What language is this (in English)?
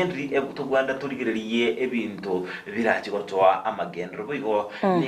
Gusii